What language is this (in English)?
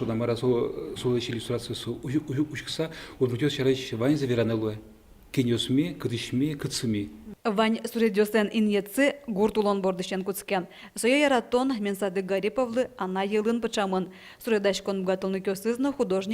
Udmurt